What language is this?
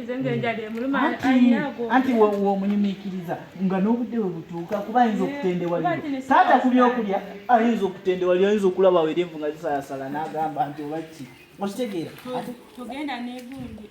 Ganda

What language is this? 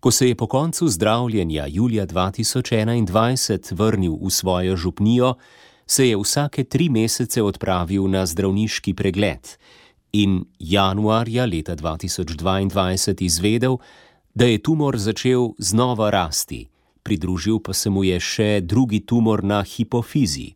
Slovenian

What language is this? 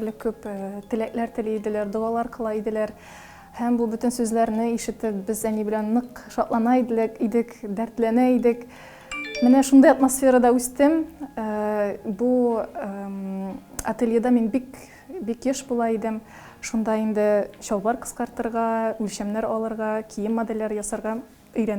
Tatar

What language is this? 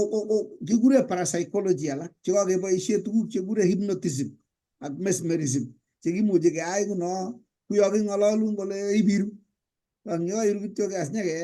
Kalenjin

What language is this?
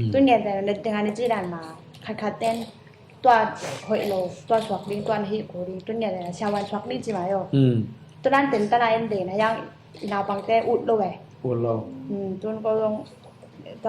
Tedim Chin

